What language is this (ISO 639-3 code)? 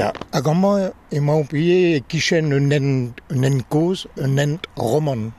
bre